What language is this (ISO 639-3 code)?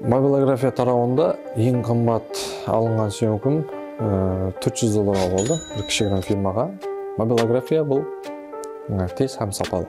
kaa